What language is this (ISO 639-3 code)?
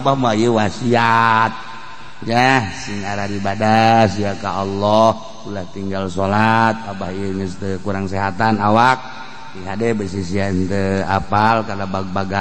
sun